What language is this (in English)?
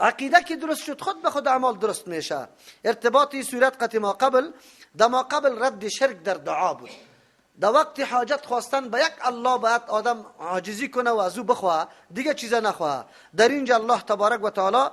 Persian